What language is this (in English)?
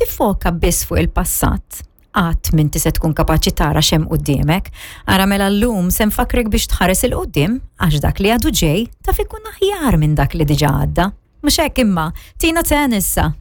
Maltese